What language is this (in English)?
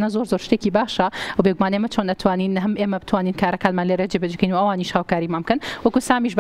Central Kurdish